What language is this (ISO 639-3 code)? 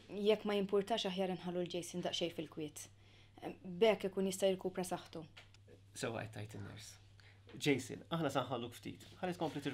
mlt